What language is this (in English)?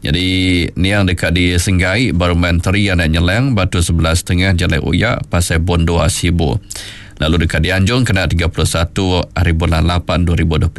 Iban